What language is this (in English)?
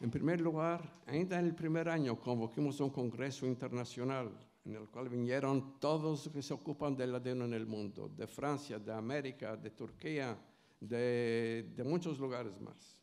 Ladino